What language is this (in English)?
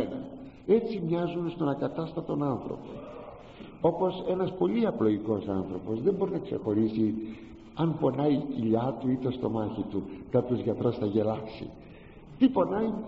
Greek